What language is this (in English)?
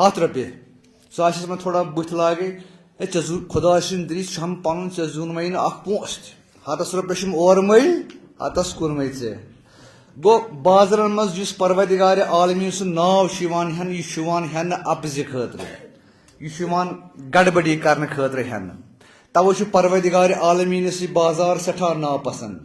Kashmiri